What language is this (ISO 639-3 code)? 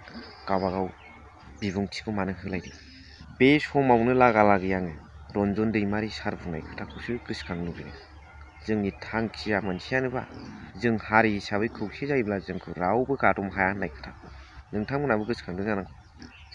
brx